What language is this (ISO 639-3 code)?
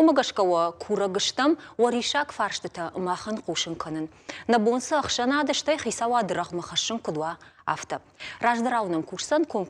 oss